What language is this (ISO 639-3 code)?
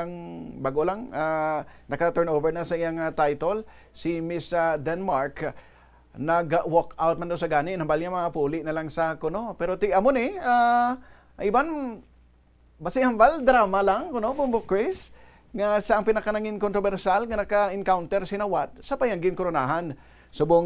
hil